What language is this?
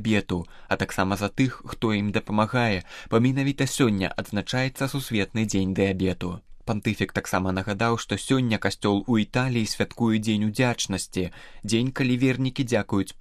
Belarusian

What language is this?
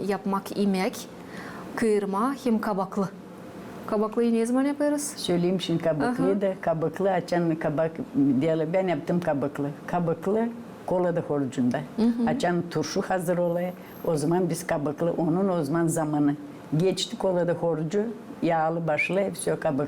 Gagauz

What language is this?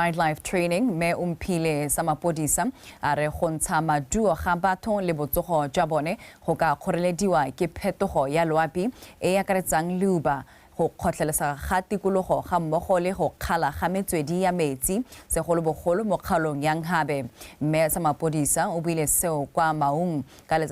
Tswana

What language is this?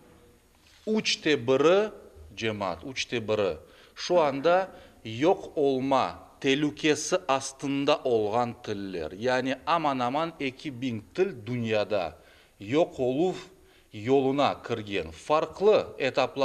Crimean Tatar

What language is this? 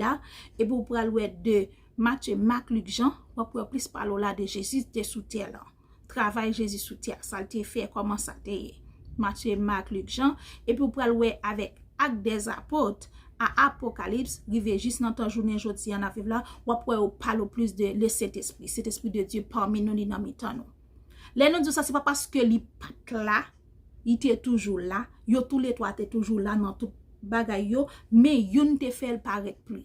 Haitian Creole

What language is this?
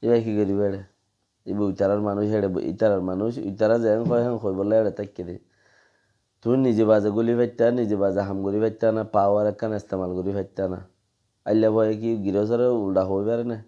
Rohingya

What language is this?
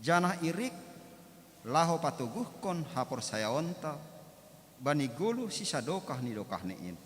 Batak Simalungun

